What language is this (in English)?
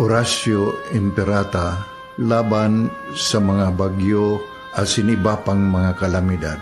Bikol